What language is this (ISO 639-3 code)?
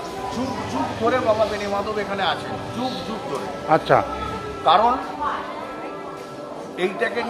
ben